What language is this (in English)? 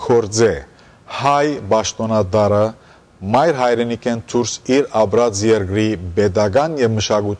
Western Armenian